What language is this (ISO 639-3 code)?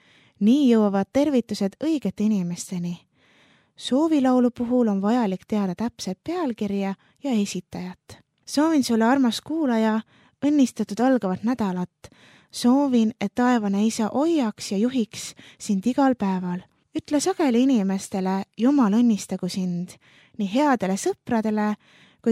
est